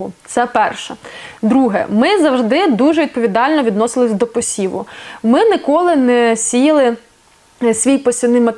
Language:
Ukrainian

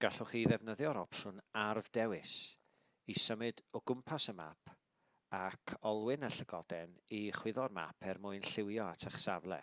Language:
Welsh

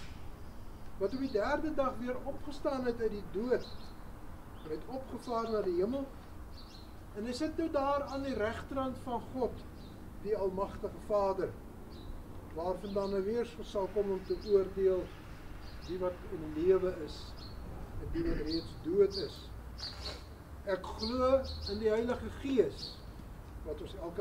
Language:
Afrikaans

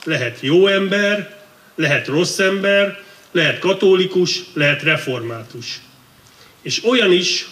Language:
Hungarian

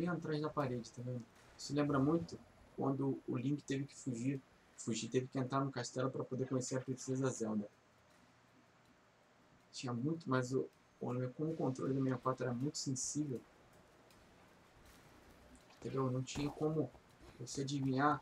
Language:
Portuguese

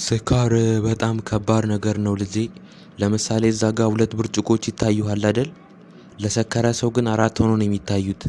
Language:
Amharic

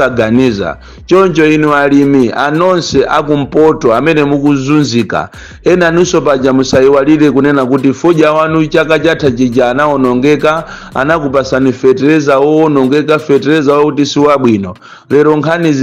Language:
Nyanja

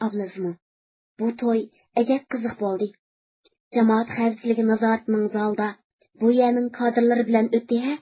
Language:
Uyghur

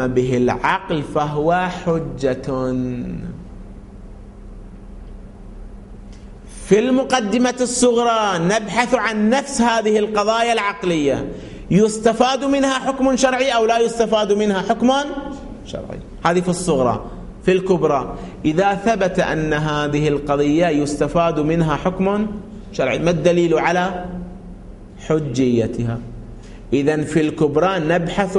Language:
Arabic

